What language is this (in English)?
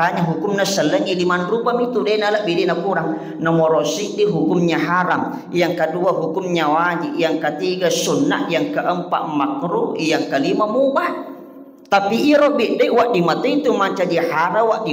Buginese